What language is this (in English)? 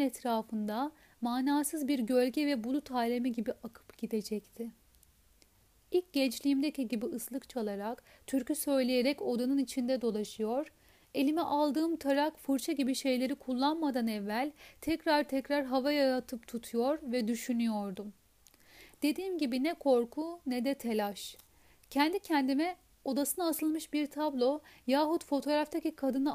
Turkish